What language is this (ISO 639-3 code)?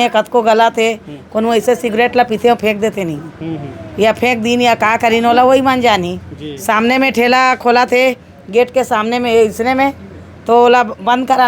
hne